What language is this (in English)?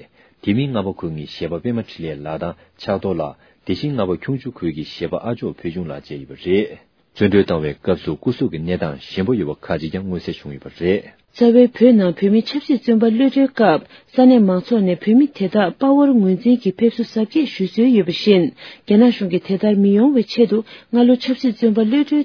Tibetan